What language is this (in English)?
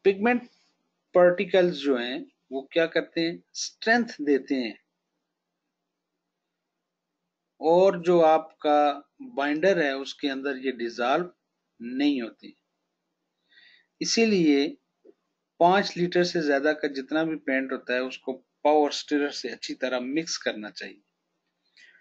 Hindi